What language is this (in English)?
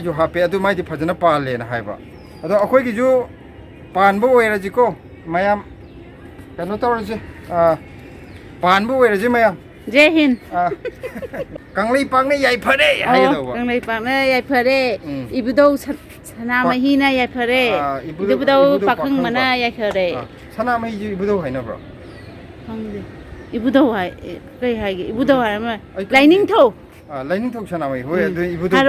Manipuri